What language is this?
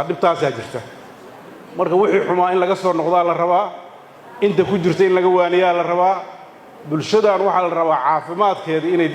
Somali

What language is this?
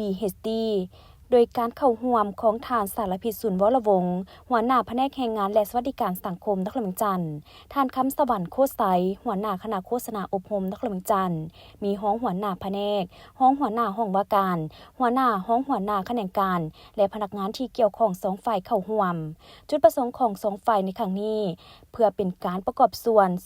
Lao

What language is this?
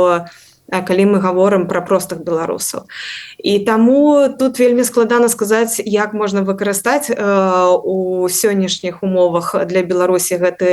Belarusian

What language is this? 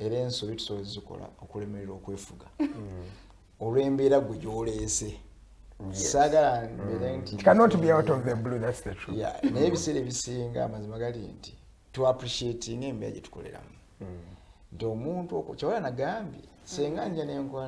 Ganda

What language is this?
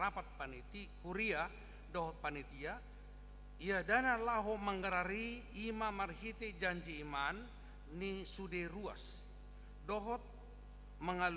Batak Toba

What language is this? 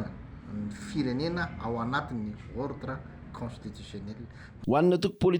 Malagasy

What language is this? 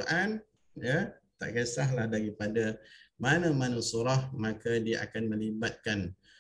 Malay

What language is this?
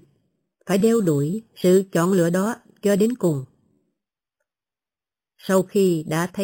Vietnamese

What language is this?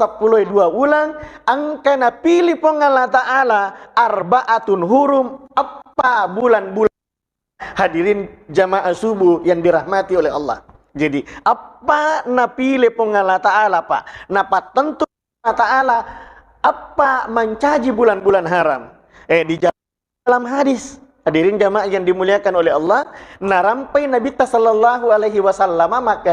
Buginese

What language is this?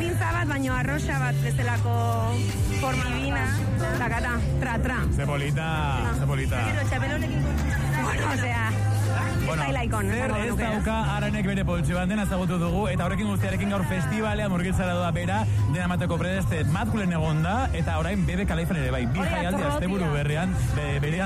Basque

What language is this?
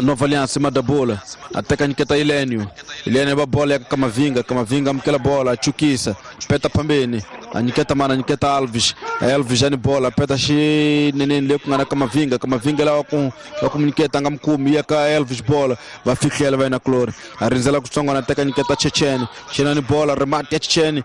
Tsonga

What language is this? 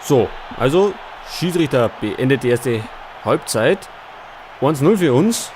Bavarian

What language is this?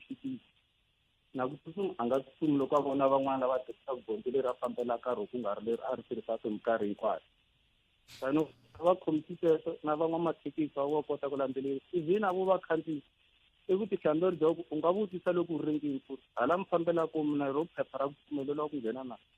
Tsonga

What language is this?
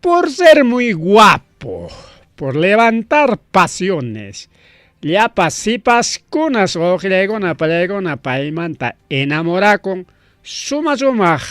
Ayacucho Quechua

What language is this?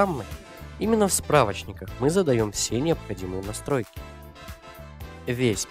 Russian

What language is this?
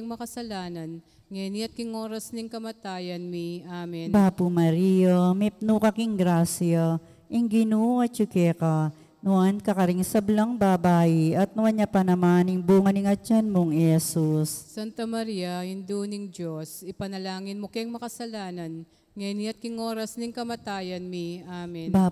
Pampanga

